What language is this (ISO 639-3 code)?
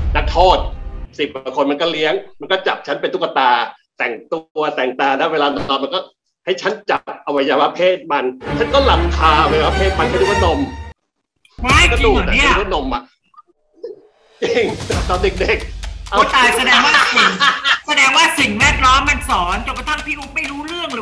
tha